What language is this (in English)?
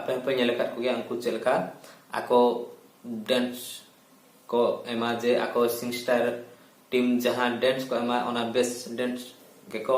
Santali